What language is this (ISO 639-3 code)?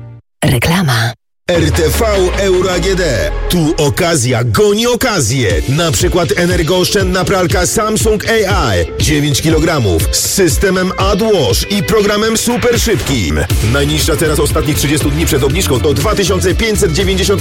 pol